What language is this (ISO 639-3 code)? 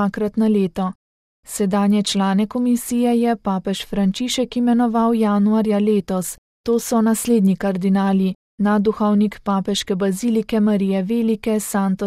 slv